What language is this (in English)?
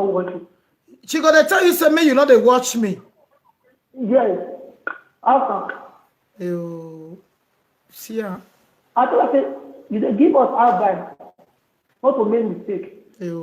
Nigerian Pidgin